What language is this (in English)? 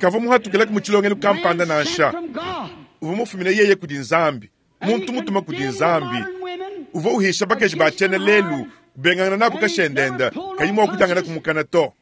Luba-Lulua